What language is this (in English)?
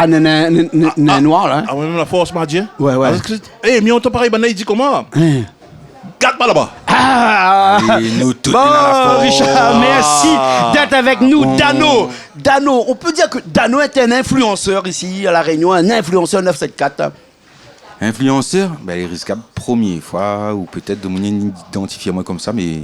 Réunion Creole French